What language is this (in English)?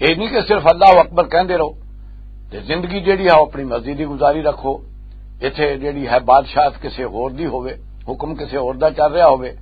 Western Panjabi